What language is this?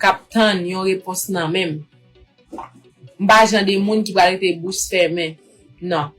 Haitian Creole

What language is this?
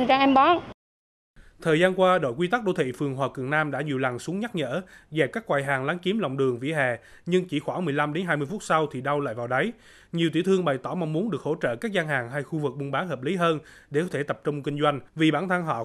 Vietnamese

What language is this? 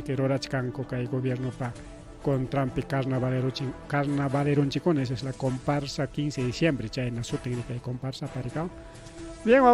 Ayacucho Quechua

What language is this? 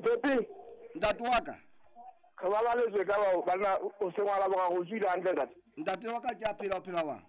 Southern Sotho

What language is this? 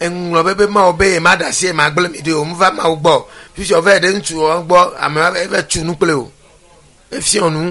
Ewe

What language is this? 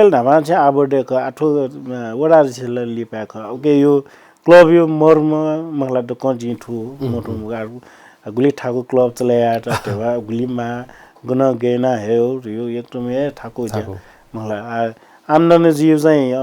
Newari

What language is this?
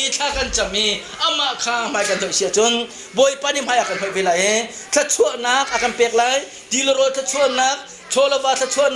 Hakha Chin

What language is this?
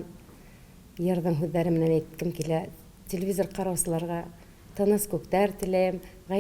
Bashkir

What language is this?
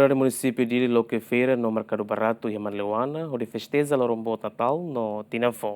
Tetum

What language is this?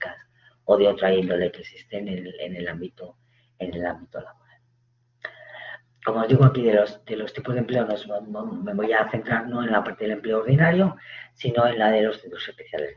Spanish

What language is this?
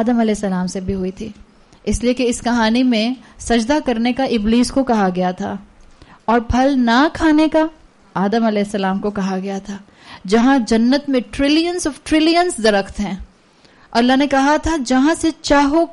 Urdu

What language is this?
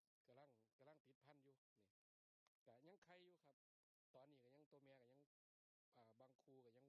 Lao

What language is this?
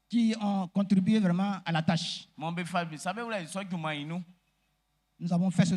Baoulé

